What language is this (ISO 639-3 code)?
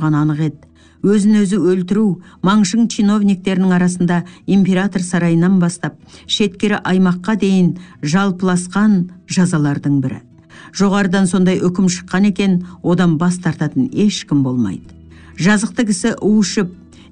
kaz